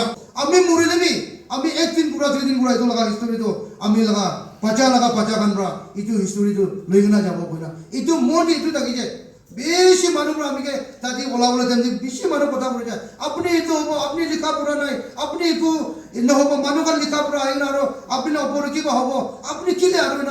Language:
Naga Pidgin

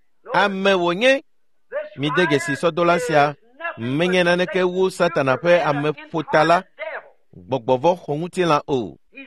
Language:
Ewe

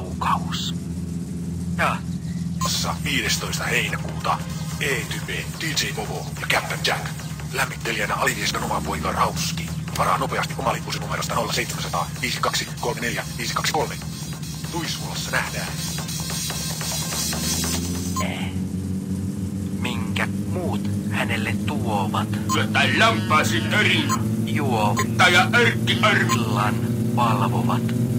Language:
Finnish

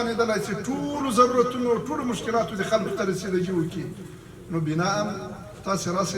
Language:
Pashto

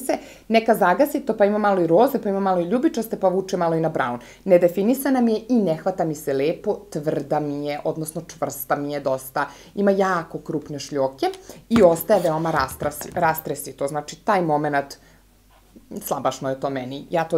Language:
Serbian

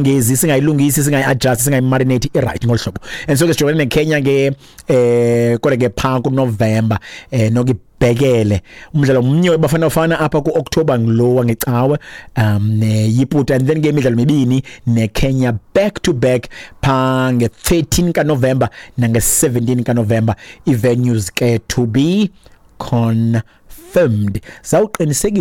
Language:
Xhosa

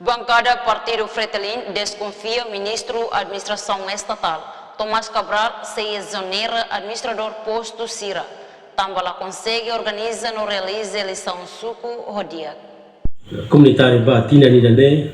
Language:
Tetum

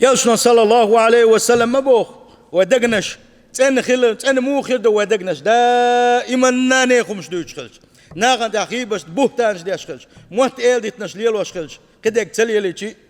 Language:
Chechen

